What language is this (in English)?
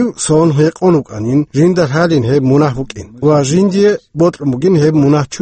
Avaric